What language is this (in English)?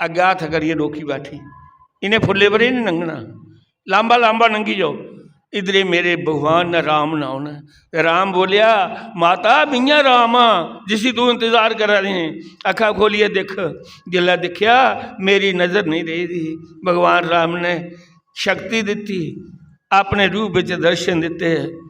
Dogri